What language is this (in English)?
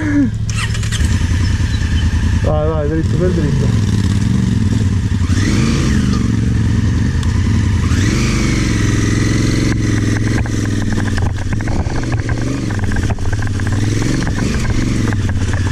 Italian